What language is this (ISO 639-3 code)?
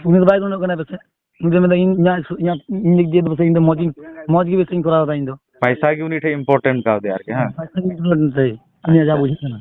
sat